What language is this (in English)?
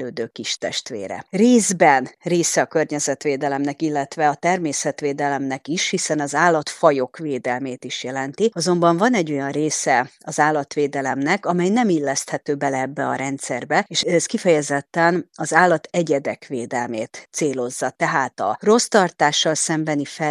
Hungarian